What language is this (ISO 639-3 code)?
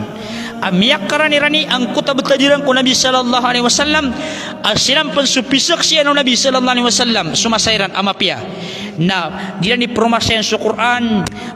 mrw